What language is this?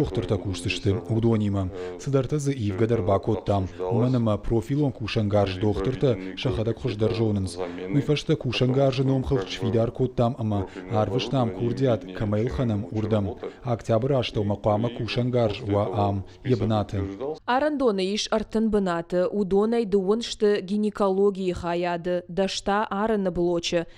Ossetic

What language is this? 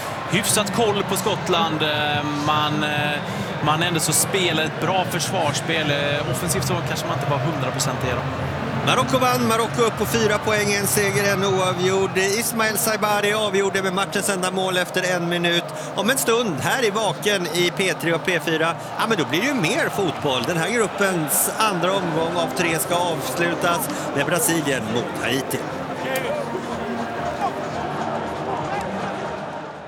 Swedish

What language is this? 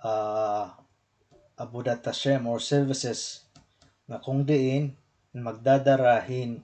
Waray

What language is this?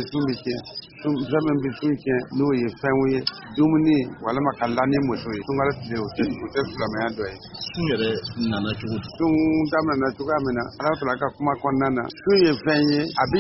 Bambara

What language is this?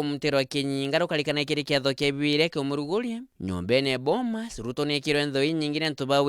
Meru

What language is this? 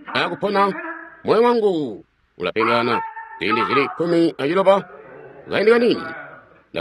Tonga (Zambia)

